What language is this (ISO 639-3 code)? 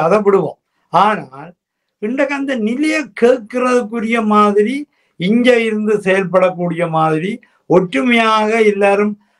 tam